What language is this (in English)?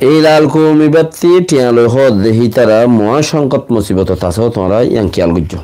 Rohingya